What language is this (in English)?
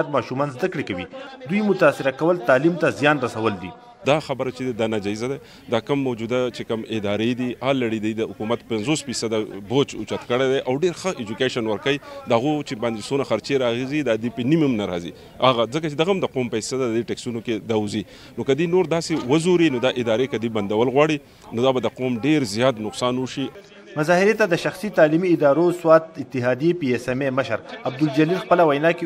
Pashto